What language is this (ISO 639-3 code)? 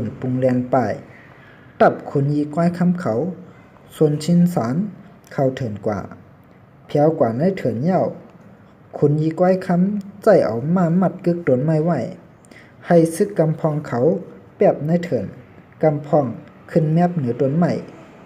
shn